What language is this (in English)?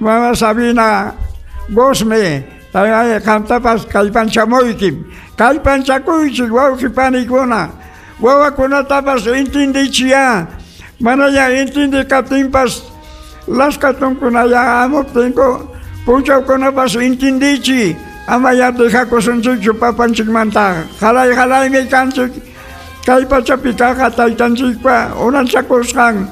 Ayacucho Quechua